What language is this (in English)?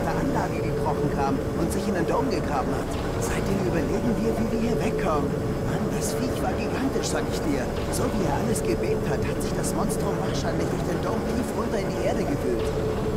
Swiss German